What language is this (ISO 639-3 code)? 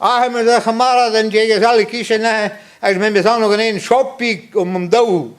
bre